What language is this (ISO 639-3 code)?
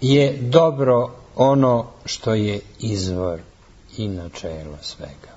srp